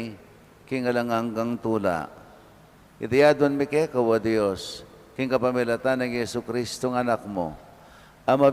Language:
Pampanga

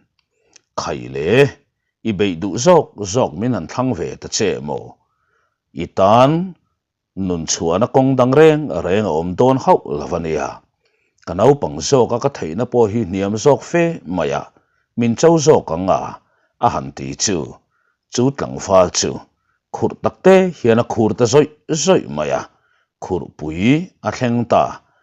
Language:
Mizo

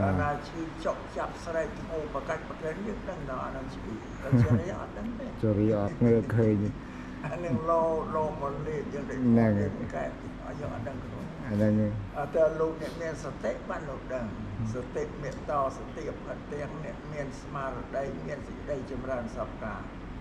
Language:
Khmer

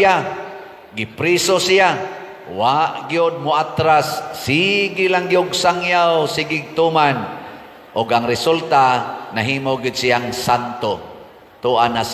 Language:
Cebuano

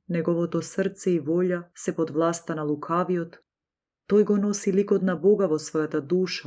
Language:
Macedonian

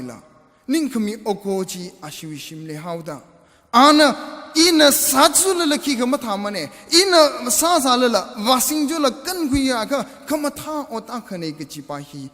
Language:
Tangkhul Naga (India)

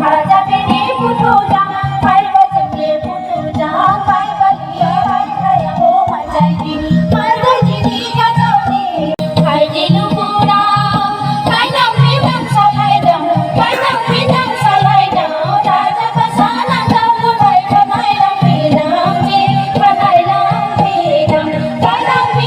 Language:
Dimasa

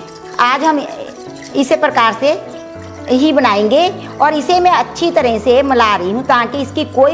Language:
Hindi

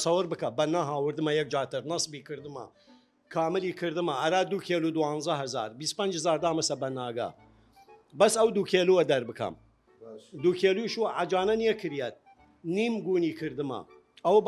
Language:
Southern Kurdish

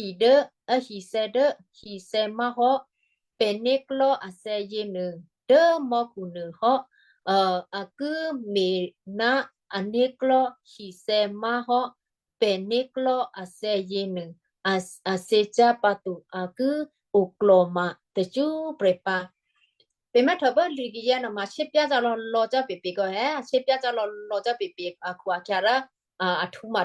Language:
Western Kayah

